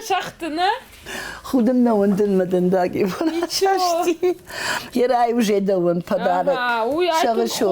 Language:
Ossetic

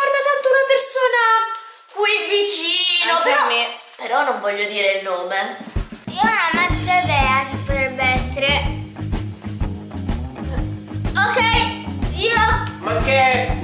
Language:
Italian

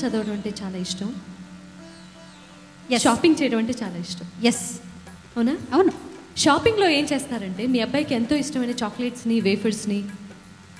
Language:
Telugu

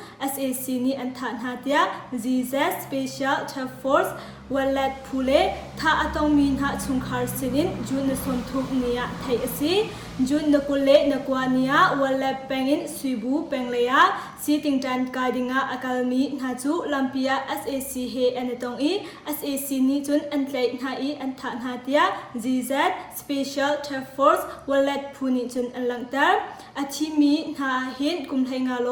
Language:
Hakha Chin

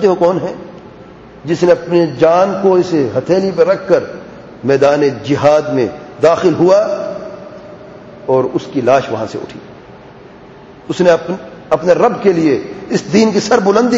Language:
Urdu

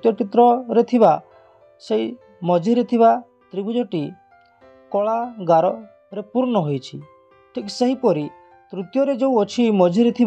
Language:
Odia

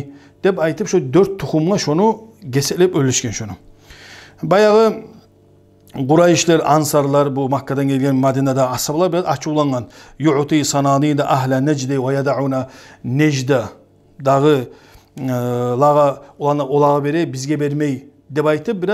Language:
Kumyk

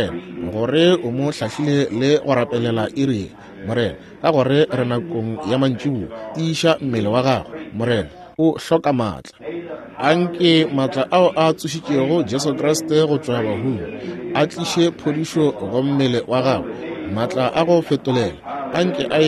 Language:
Northern Sotho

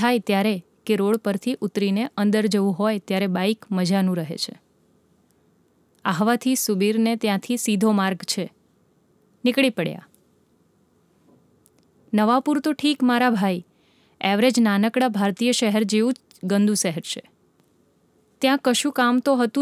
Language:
Gujarati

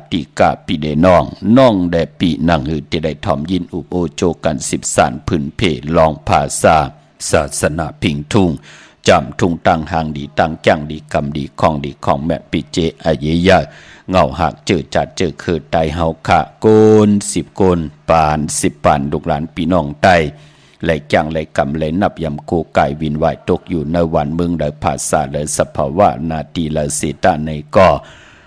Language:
Shan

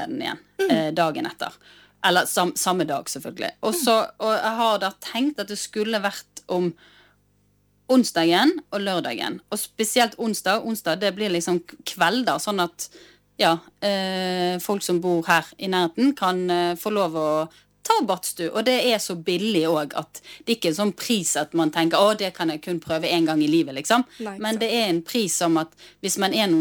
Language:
Norwegian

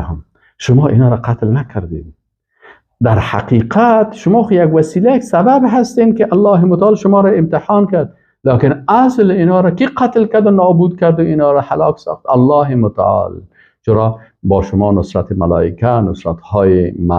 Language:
Persian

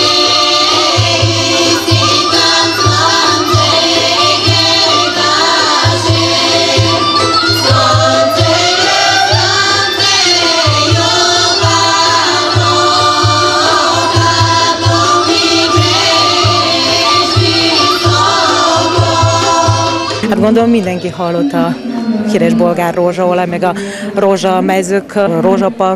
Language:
Hungarian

